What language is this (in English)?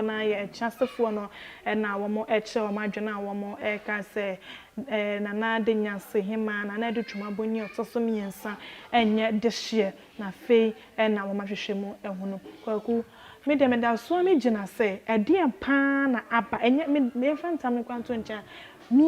Akan